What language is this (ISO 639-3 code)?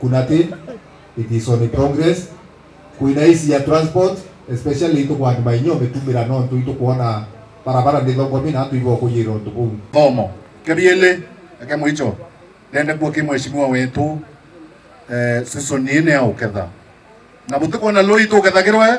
mer